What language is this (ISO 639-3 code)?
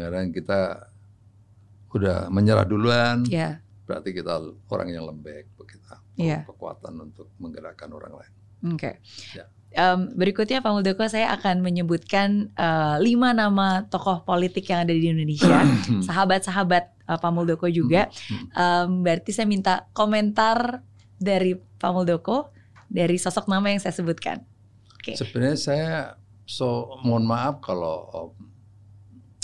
ind